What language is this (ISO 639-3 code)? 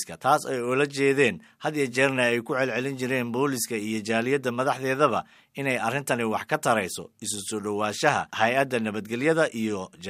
som